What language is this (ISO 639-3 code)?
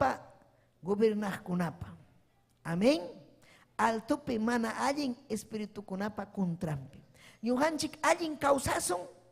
quy